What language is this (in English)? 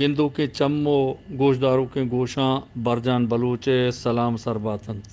Eastern Balochi